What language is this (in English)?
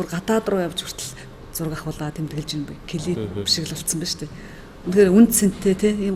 Mongolian